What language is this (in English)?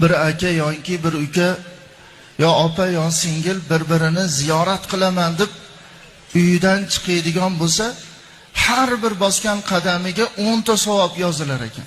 Uzbek